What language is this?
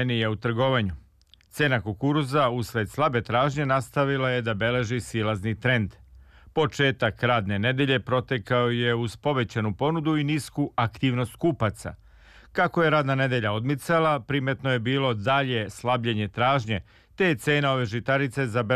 Serbian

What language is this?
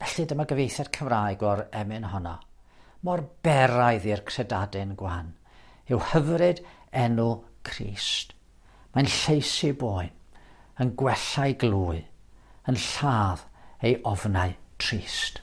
Welsh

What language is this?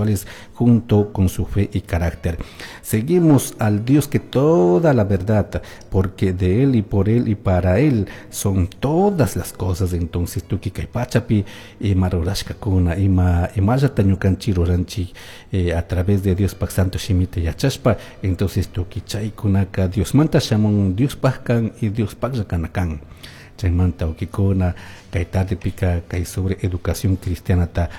Chimborazo Highland Quichua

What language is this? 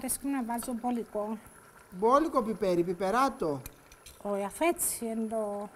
Greek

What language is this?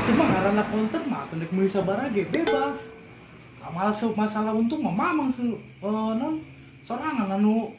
Sundanese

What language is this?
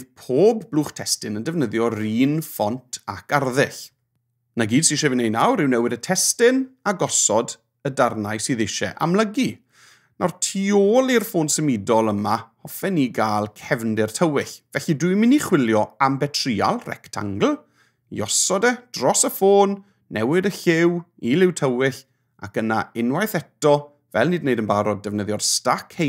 Welsh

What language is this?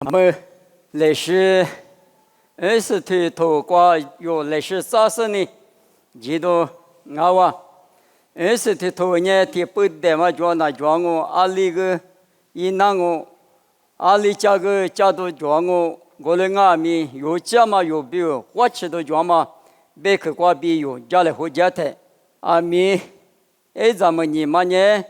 Lisu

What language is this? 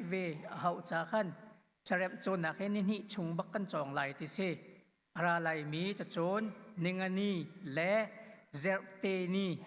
Hakha Chin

